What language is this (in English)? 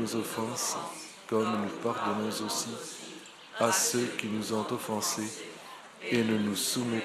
French